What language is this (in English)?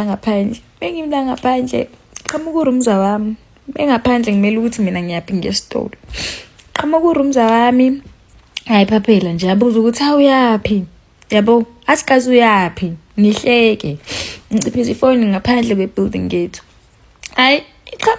Zulu